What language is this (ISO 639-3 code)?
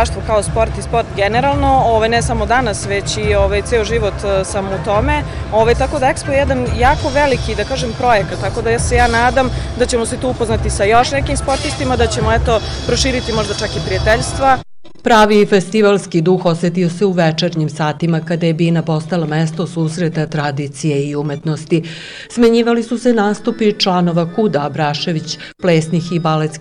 srp